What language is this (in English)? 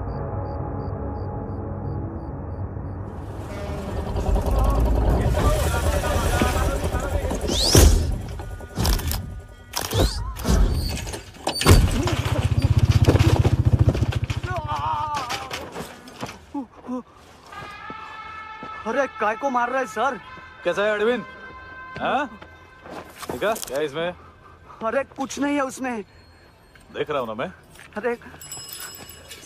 Hindi